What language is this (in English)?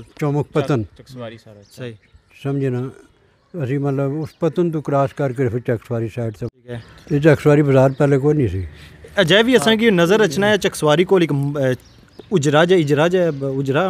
Pahari-Potwari